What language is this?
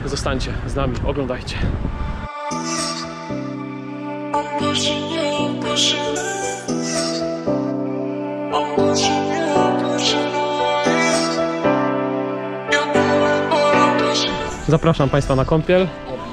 Polish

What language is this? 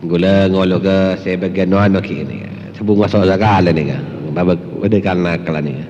Madurese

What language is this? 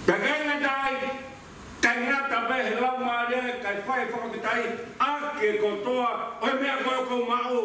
Tongan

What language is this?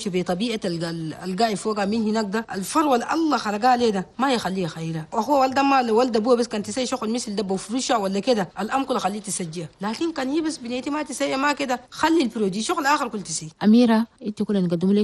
Chadian Arabic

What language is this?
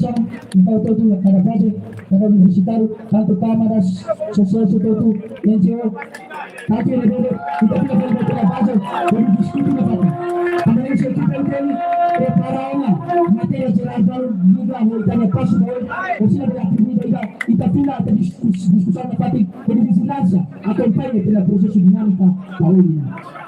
Tetum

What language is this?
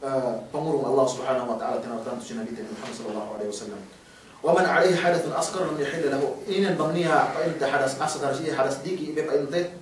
Yakan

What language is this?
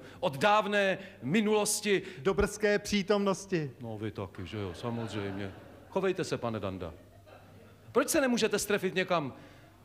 Czech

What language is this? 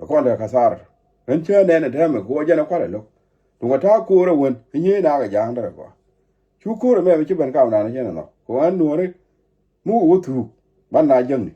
Nuer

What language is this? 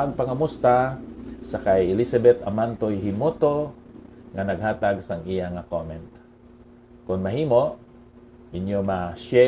Hiligaynon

